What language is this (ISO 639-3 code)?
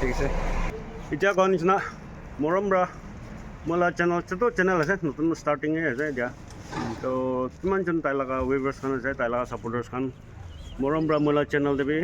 nag